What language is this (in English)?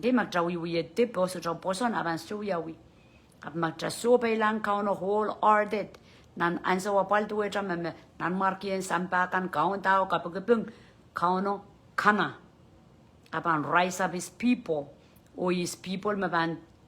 Pohnpeian